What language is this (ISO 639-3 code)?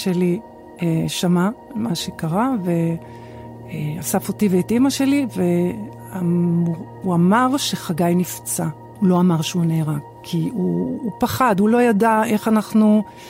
heb